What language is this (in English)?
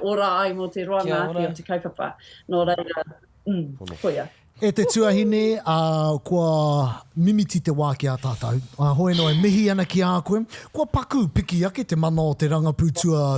Māori